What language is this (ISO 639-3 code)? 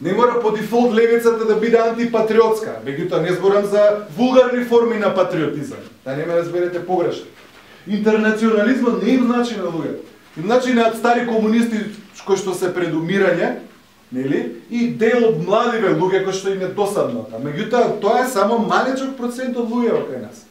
mkd